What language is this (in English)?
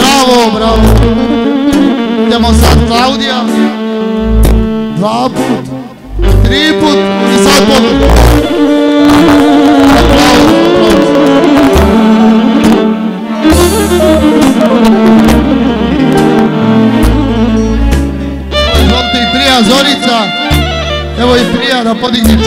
Serbian